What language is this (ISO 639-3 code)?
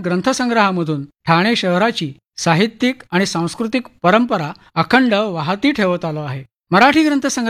mar